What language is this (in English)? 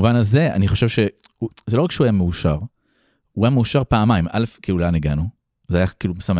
Hebrew